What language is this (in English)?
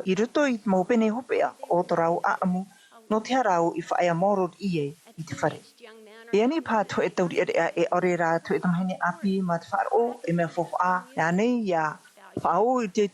Tahitian